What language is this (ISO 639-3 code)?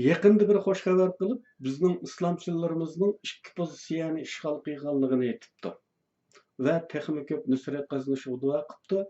uig